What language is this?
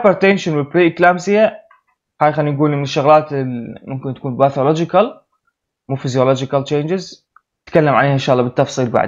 Mesopotamian Arabic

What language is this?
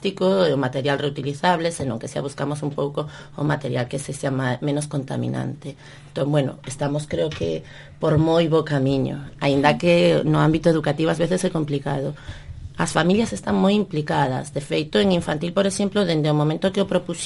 Galician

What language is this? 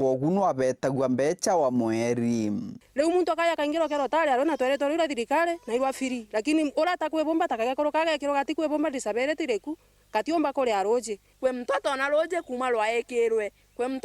Meru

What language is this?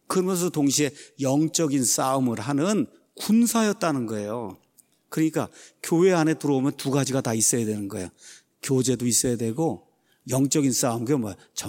Korean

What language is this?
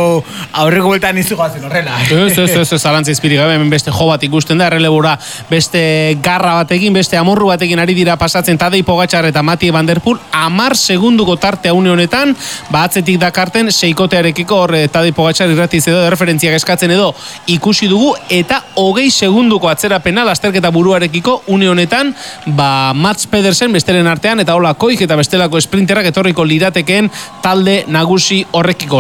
Basque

